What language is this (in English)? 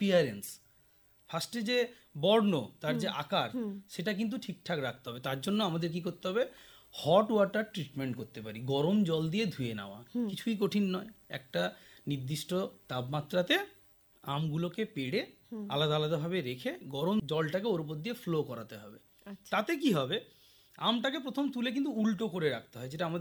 Bangla